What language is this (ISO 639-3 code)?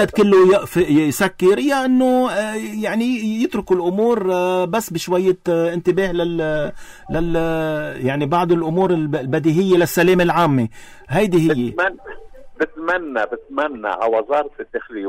apc